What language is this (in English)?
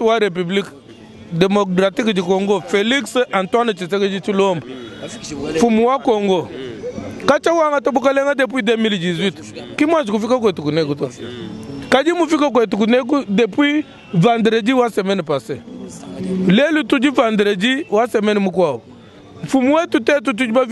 Luba-Lulua